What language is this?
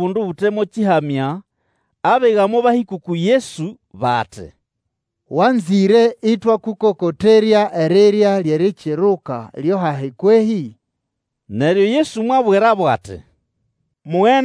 Nande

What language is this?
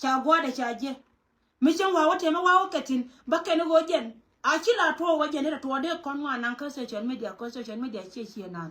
Nuer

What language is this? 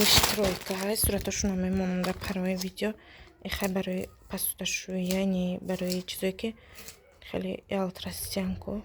Tajik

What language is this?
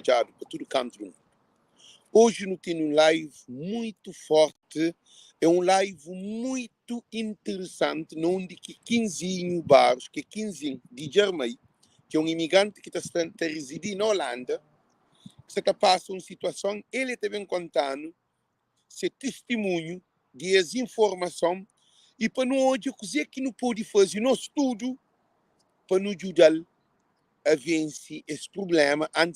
Kabuverdianu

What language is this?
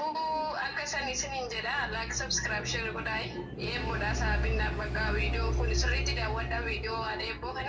Oromo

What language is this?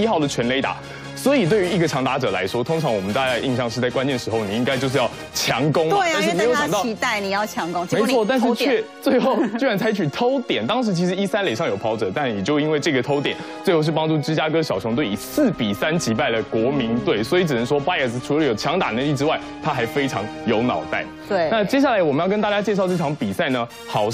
Chinese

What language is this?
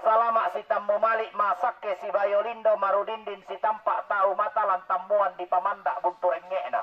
Toraja-Sa'dan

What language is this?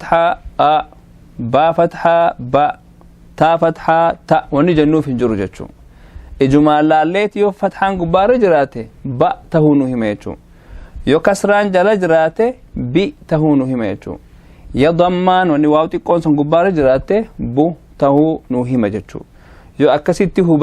Oromo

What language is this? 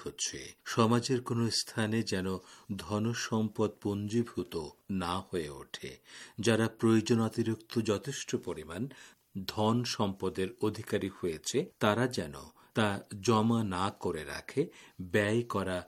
Bangla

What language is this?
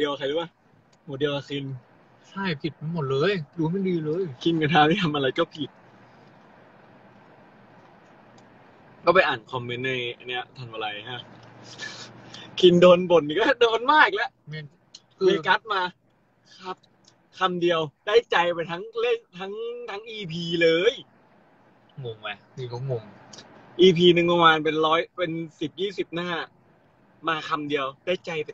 Thai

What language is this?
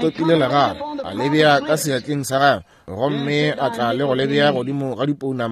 Northern Sotho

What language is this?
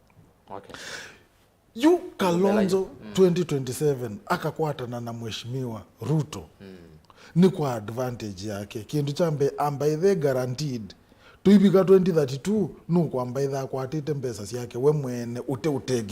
Kamba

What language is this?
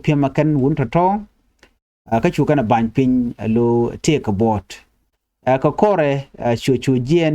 Nuer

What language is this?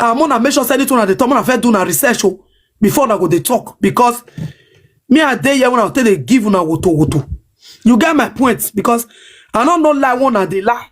Nigerian Pidgin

